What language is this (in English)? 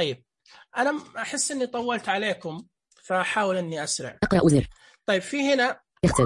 Najdi Arabic